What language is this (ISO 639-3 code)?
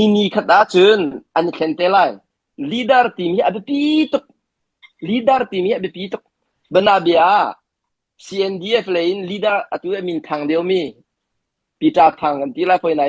cnh